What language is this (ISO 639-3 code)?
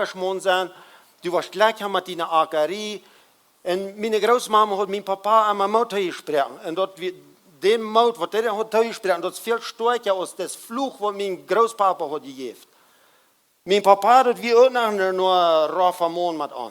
pdt